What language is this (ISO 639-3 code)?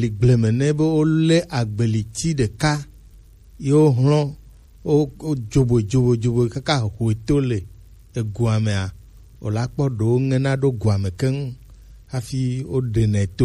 gej